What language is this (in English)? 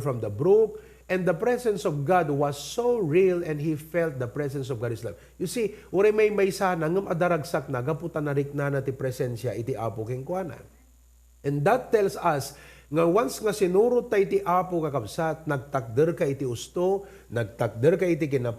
Iloko